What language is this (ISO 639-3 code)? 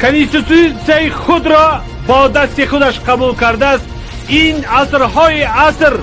tgk